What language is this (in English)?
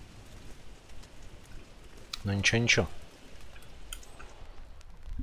Ukrainian